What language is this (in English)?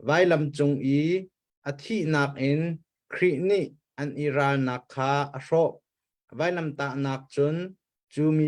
Hakha Chin